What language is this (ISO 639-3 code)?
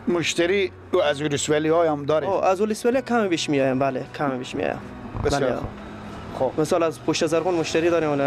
fas